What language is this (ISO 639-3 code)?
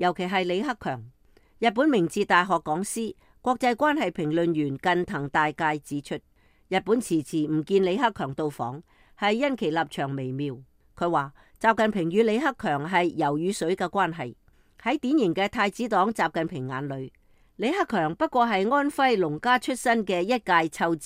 yue